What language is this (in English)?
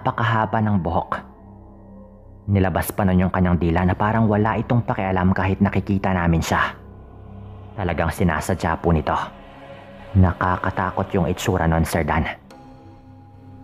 Filipino